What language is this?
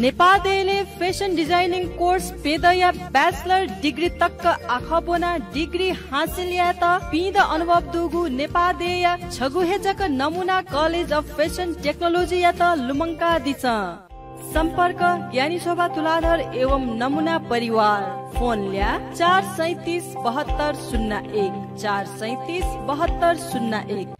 Newari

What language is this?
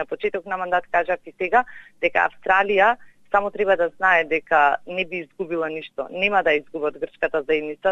Macedonian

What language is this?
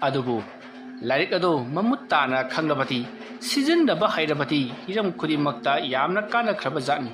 Manipuri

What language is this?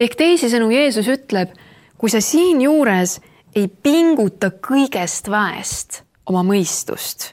Estonian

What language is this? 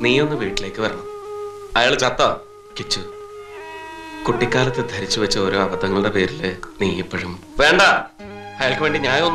Malayalam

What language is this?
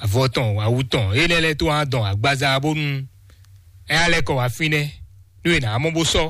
Fon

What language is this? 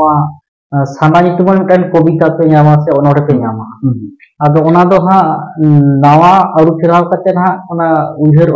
Santali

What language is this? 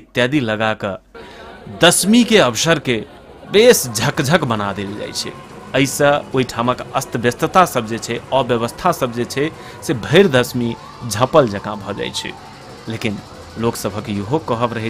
Maithili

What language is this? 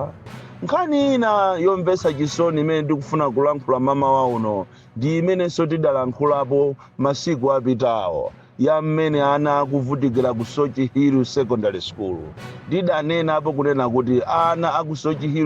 Nyanja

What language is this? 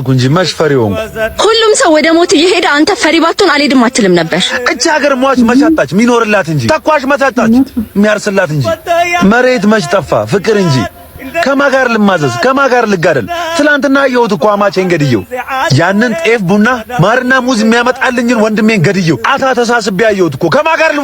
Amharic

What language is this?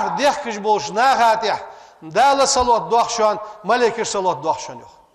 Ingush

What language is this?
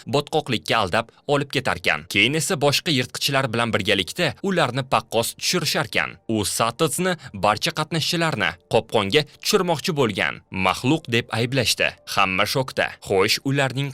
Uzbek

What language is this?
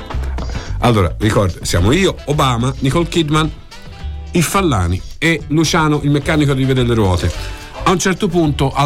Italian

